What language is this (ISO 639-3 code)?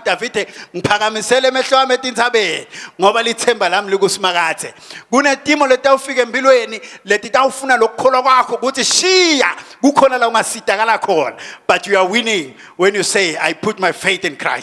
ssw